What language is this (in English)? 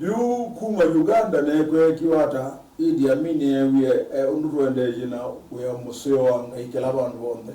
Kamba